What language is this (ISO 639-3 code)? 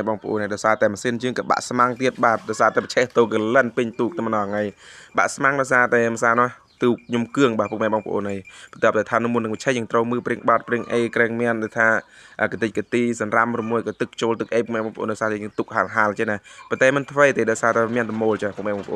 khm